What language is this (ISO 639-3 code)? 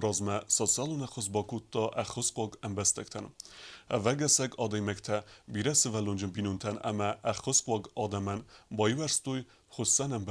oss